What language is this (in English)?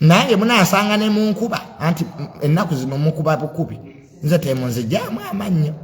Ganda